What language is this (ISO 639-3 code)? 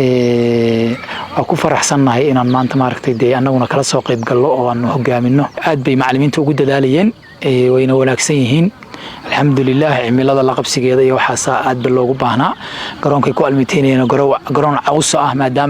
som